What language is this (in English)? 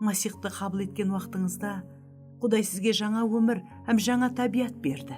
Kara-Kalpak